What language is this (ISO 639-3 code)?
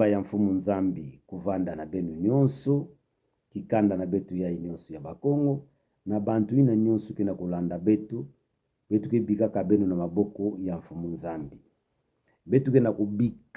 ktu